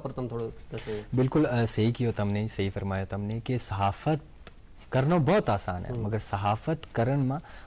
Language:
Gujari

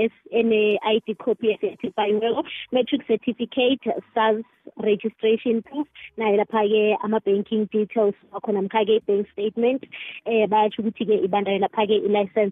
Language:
South Ndebele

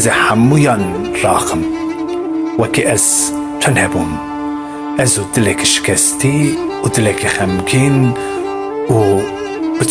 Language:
Kurdish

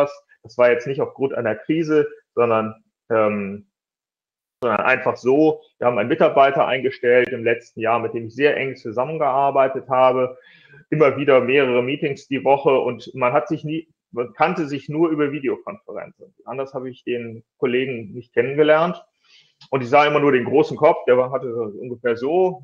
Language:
German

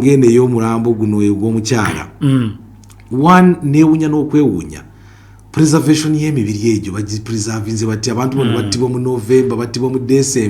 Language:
Ganda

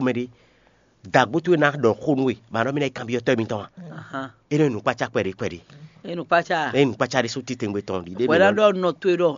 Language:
Fon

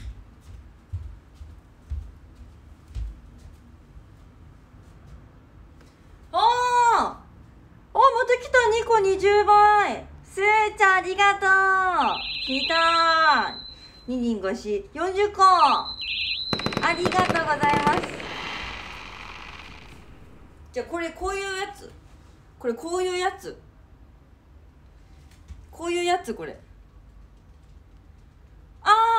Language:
Japanese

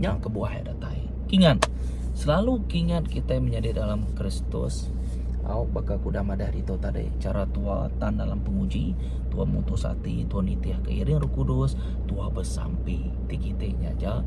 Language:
Iban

